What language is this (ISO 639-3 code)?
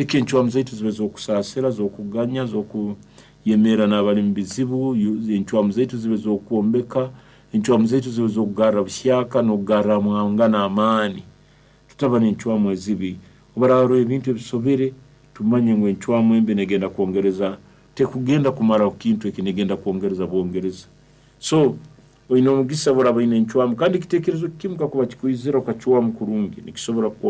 nyo